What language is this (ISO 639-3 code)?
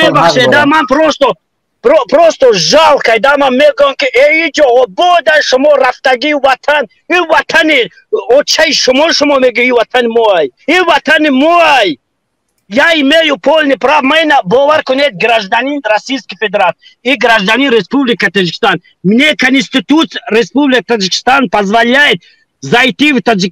tgk